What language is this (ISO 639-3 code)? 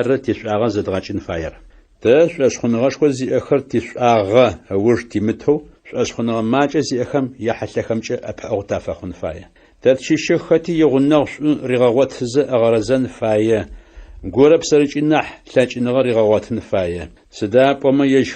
ady